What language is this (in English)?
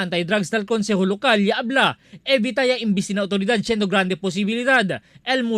Chavacano